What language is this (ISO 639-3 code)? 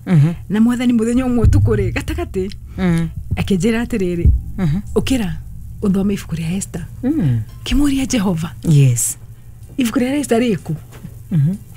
kik